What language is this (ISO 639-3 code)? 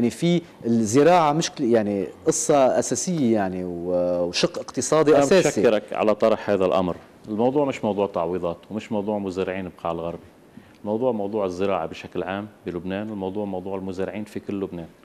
apc